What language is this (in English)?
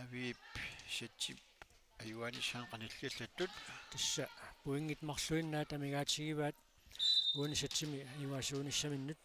Kalaallisut